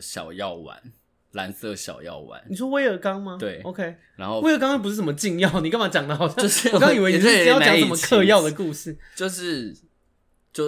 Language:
Chinese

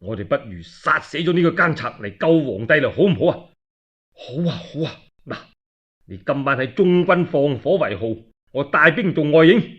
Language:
Cantonese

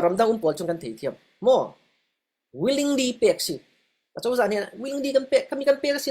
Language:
Falam Chin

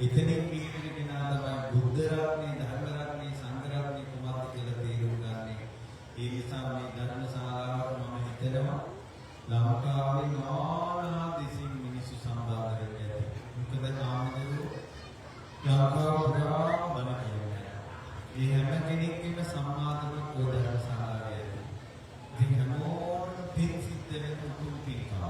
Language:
Sinhala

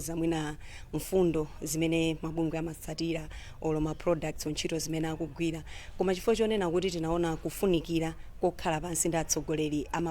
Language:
Nyanja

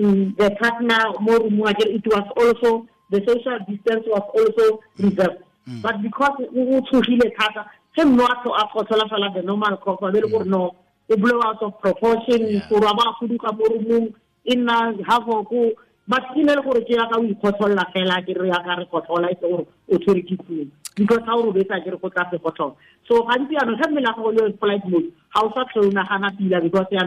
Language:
Tswana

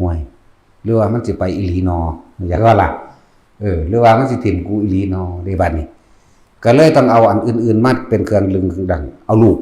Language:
Northeastern Thai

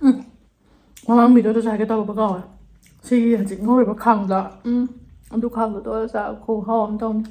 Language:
Manipuri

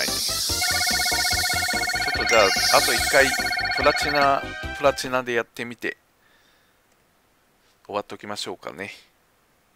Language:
Japanese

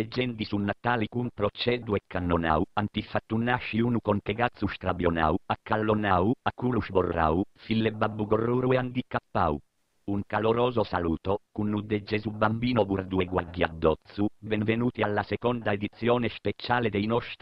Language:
Sardinian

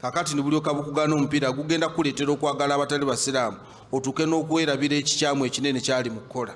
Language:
Ganda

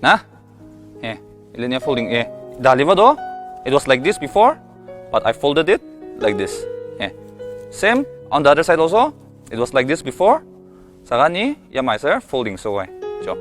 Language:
Ao Naga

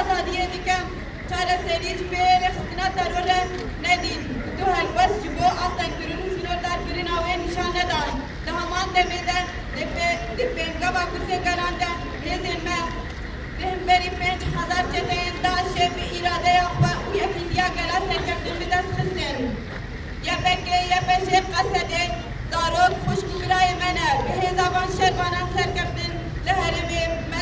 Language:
Kurdish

